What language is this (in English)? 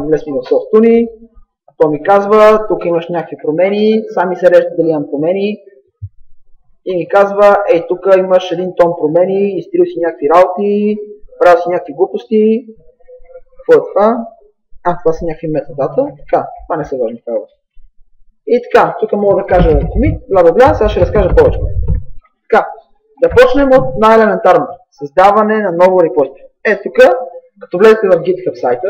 Bulgarian